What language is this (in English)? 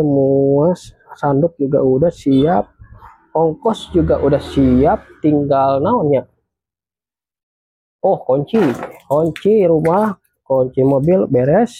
Indonesian